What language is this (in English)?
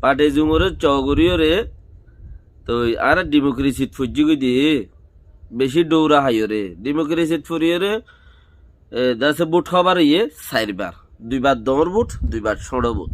Rohingya